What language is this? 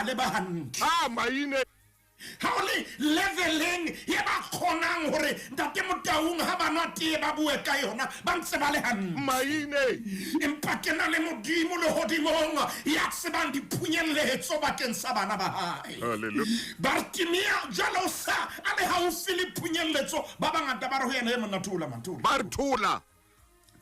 Southern Sotho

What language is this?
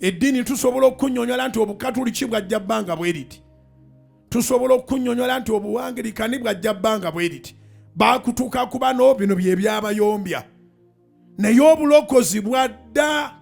Ganda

